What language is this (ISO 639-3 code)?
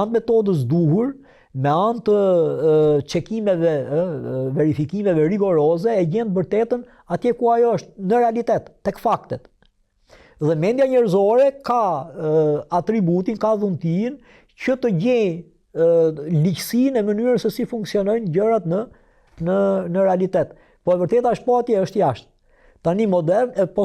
sqi